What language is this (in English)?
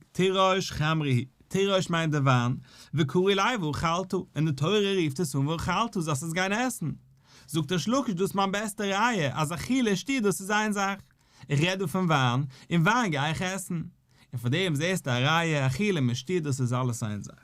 Yiddish